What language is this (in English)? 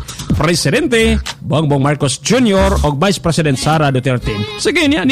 Cebuano